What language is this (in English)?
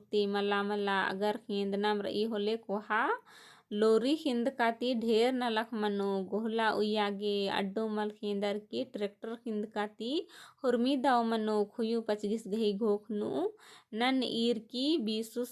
Kurukh